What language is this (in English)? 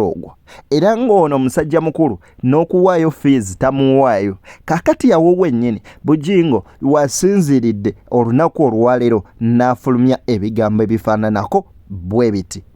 Ganda